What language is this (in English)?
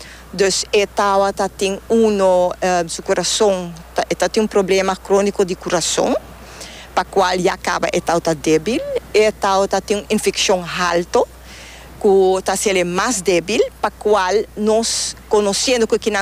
Papiamento